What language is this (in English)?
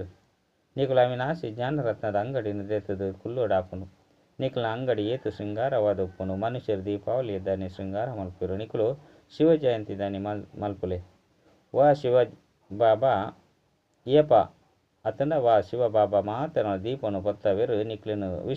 Tulu